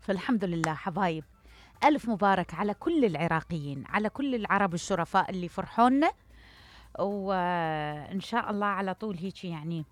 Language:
Mesopotamian Arabic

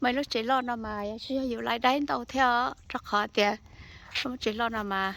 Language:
Hmong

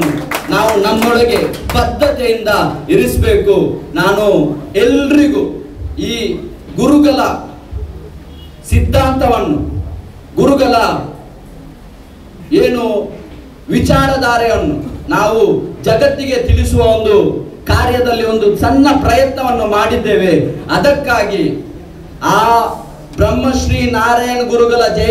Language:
Kannada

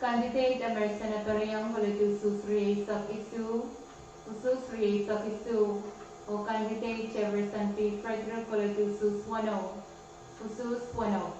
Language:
Pohnpeian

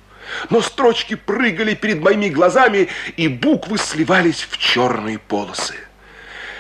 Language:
Russian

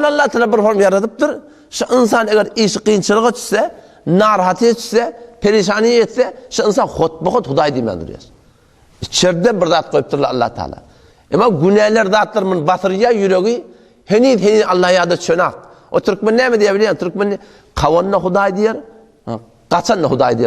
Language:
Turkmen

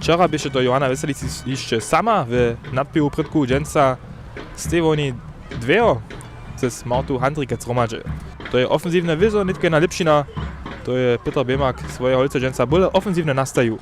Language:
Upper Sorbian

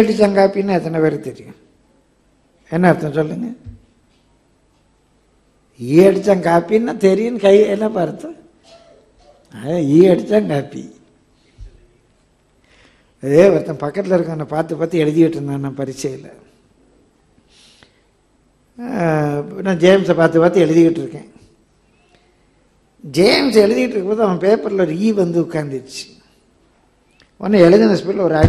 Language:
Tamil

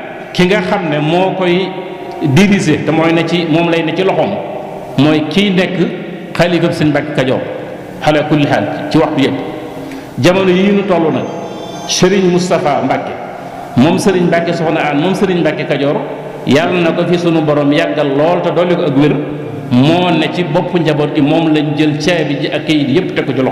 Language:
Wolof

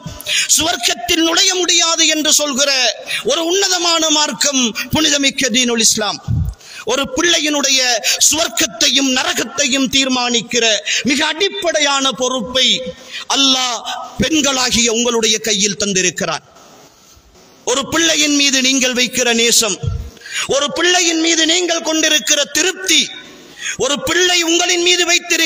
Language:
Tamil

